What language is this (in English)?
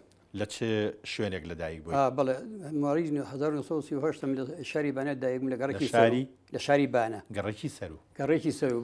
Central Kurdish